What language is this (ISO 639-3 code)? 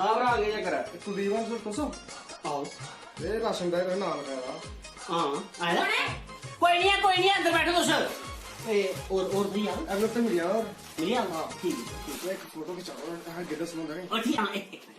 doi